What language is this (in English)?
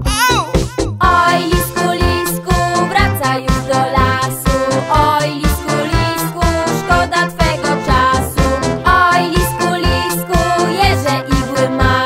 Polish